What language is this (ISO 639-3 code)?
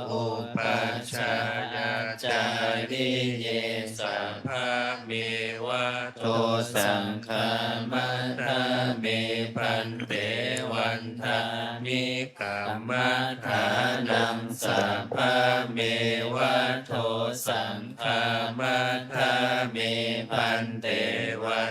pli